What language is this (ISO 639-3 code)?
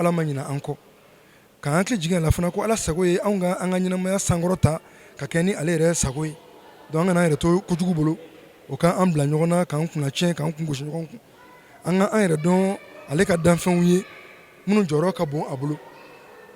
bam